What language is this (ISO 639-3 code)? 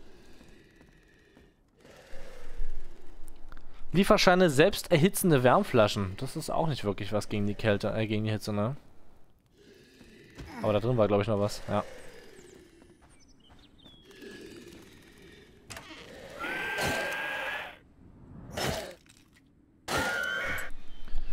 deu